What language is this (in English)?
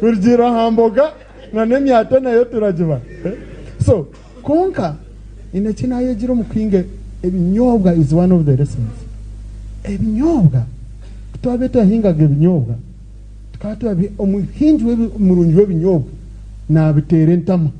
Nyankole